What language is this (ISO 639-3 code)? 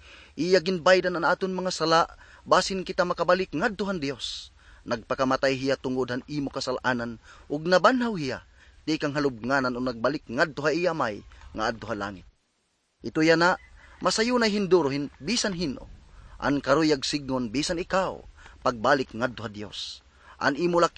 war